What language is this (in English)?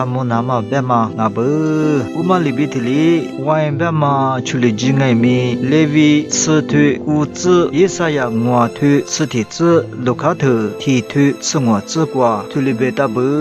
Lisu